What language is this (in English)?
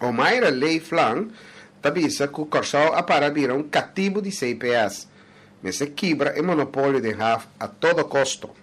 Papiamento